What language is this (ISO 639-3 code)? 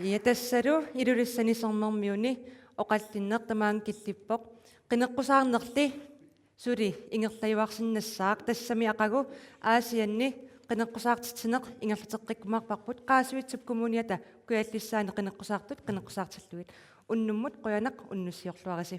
kal